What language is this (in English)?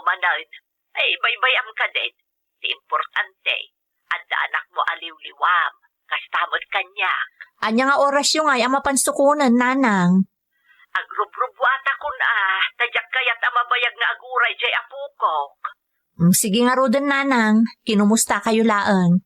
Iloko